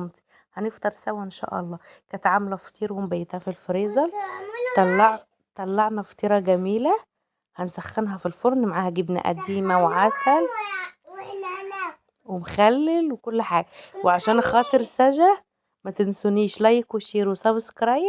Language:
Egyptian Arabic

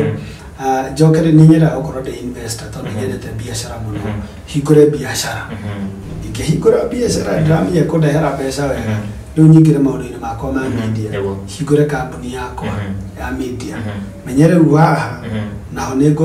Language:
Kikuyu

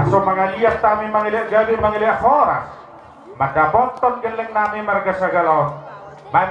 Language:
Batak Toba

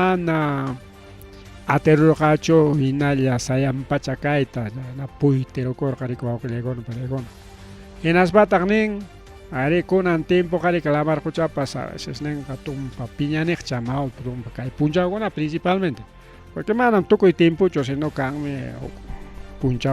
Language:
Ayacucho Quechua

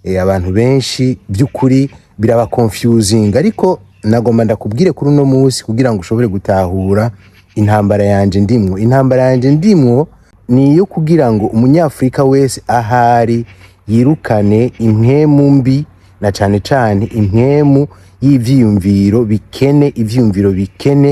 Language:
Rundi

